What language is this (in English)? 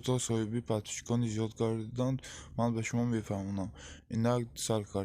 Tajik